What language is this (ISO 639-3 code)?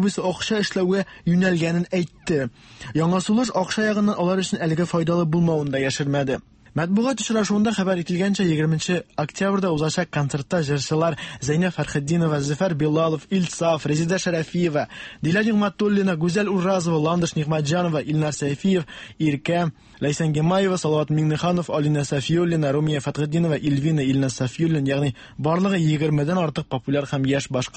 tat